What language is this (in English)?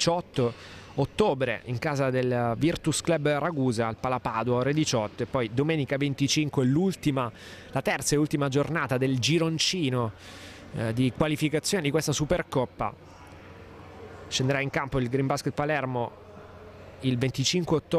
Italian